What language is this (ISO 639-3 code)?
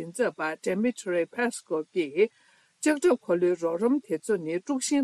bod